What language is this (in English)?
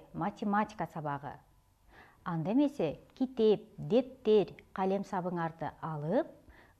Kyrgyz